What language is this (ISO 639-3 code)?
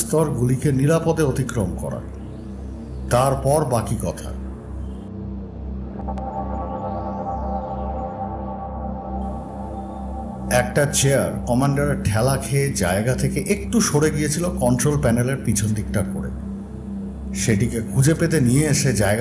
ben